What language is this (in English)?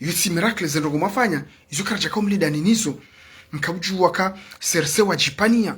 Ngazidja Comorian